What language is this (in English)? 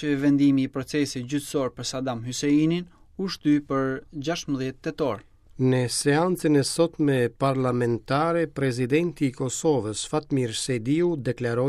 Albanian